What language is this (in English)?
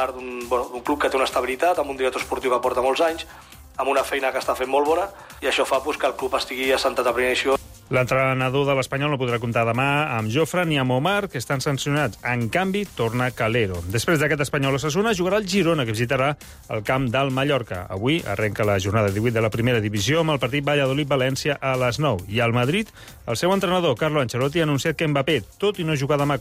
Catalan